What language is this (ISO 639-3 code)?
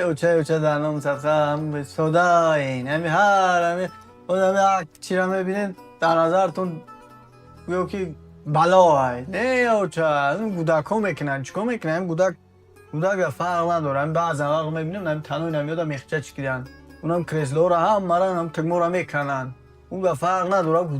tgk